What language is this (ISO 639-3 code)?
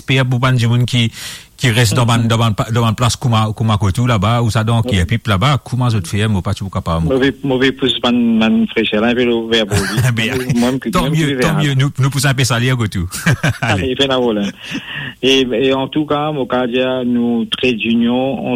mfe